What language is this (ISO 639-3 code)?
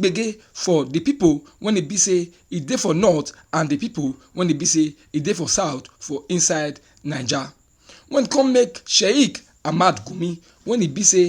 pcm